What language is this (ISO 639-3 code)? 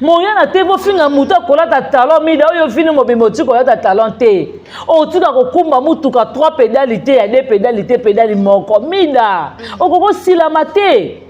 lin